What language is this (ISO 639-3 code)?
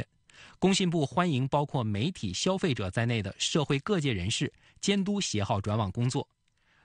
zho